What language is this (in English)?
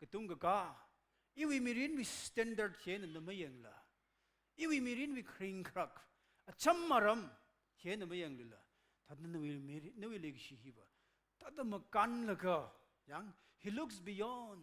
Tangkhul Naga (India)